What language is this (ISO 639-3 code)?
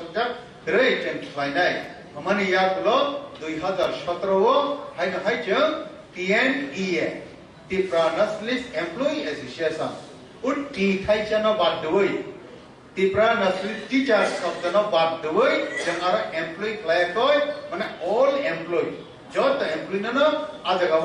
trp